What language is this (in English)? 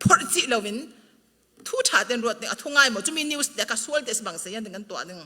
Falam Chin